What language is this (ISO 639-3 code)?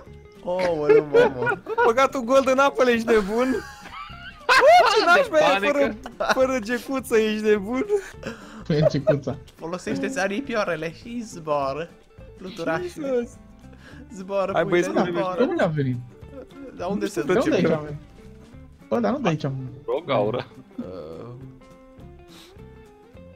ron